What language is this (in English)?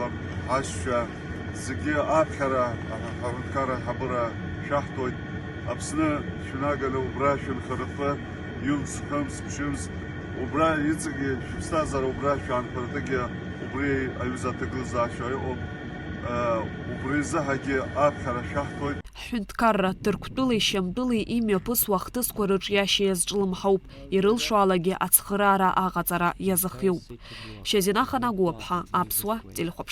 Abkhazian